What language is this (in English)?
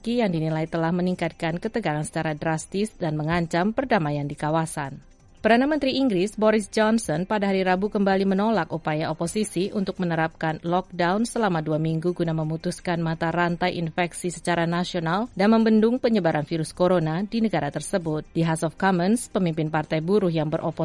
Indonesian